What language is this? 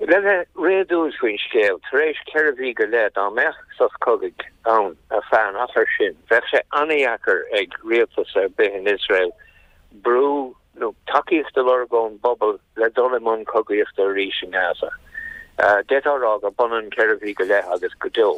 Irish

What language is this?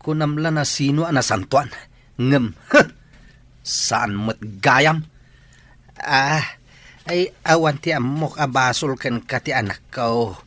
Iloko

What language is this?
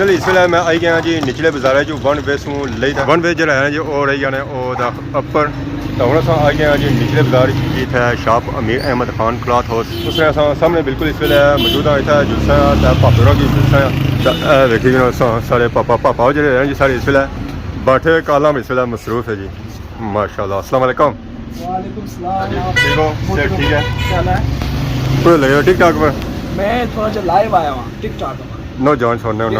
Pahari-Potwari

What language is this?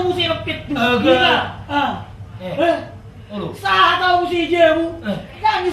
Batak Toba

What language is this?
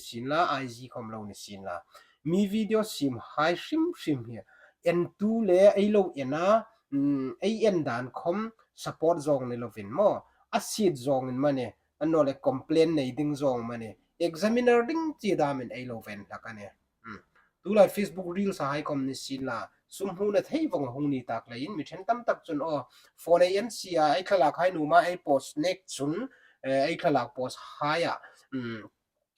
Hmar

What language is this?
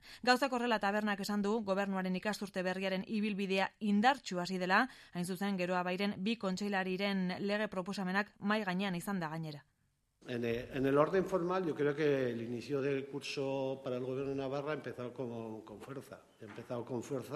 Basque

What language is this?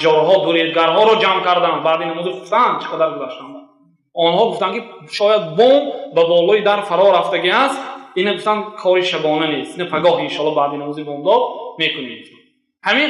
Tajik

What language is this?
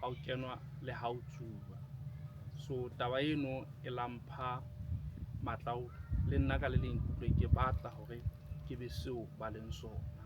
Southern Sotho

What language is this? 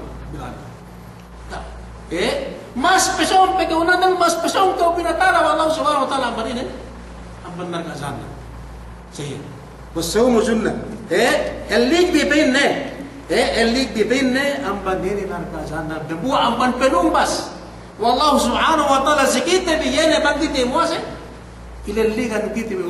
Yakan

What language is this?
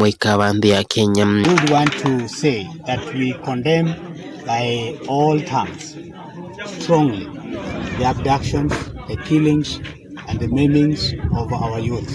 Kamba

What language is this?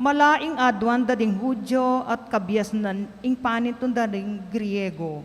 Pampanga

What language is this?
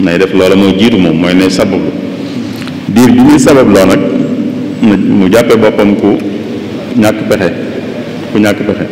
Wolof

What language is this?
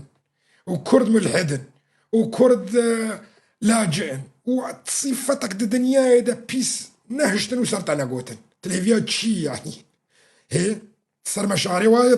Kurdish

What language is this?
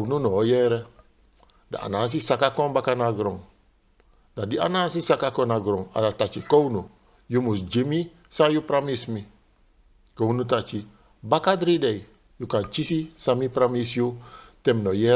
Sranan Tongo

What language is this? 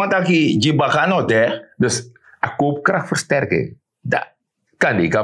Sranan Tongo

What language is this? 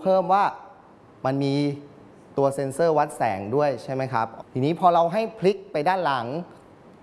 Thai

